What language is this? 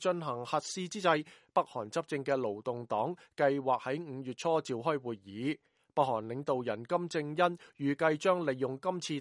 Cantonese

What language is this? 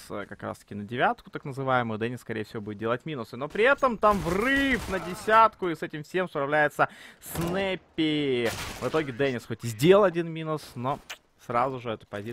Russian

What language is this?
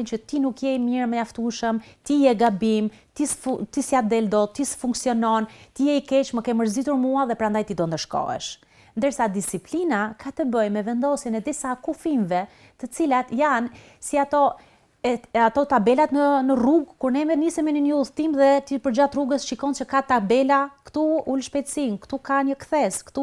Albanian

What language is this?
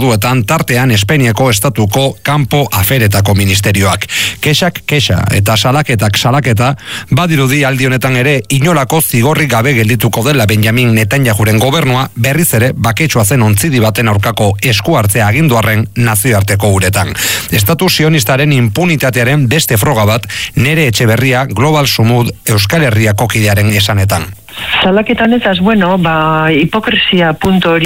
Basque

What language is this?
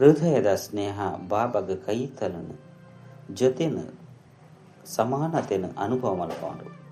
Tulu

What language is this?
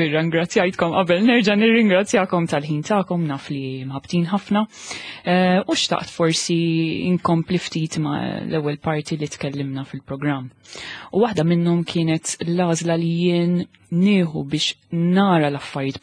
Maltese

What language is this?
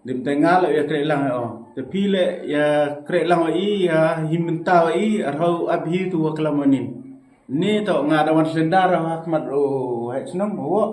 Pnar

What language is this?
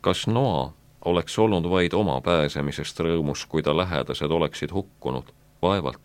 Estonian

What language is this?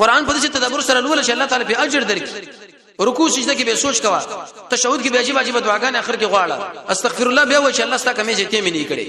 Pashto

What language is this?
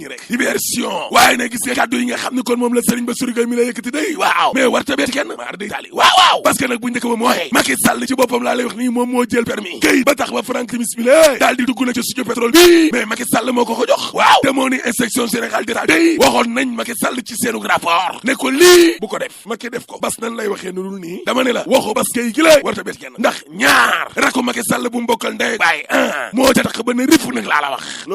Wolof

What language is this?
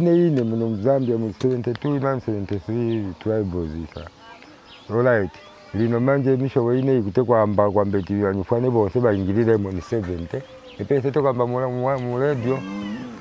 Bemba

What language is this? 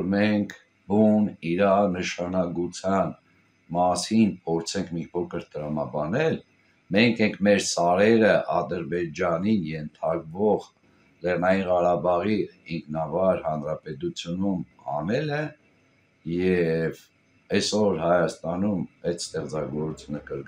Armenian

